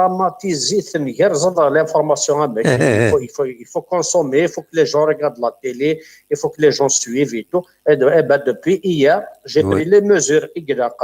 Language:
Kabyle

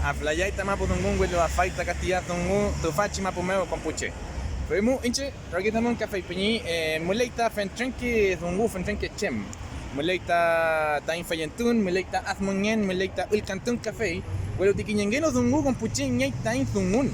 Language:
Mapuche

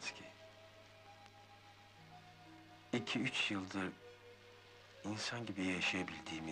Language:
Turkish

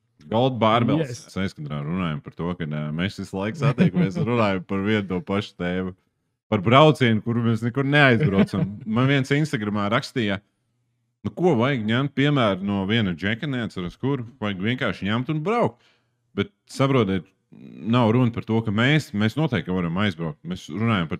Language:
Latvian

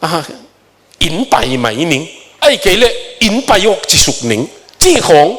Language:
Tedim Chin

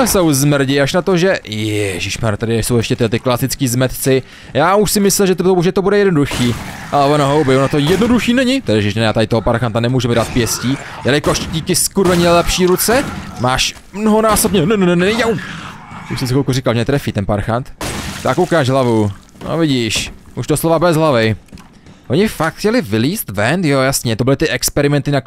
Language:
Czech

